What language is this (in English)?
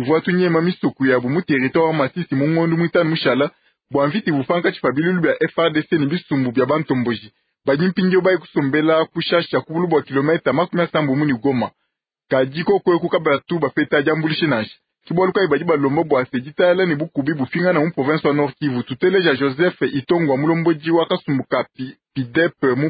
Luba-Lulua